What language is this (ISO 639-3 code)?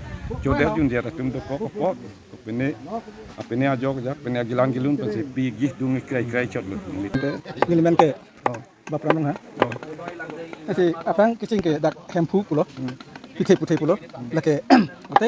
mjw